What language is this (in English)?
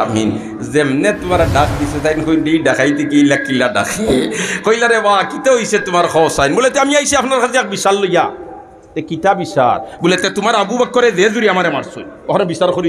Sylheti